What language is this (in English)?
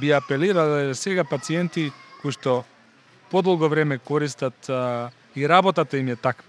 Macedonian